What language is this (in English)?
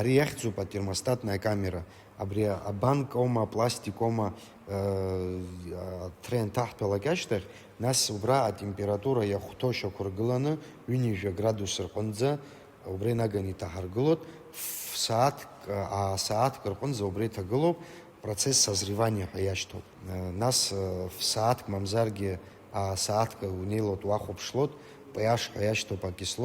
Abkhazian